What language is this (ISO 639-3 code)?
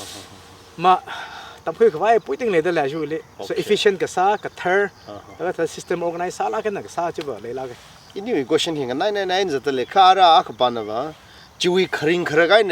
nmf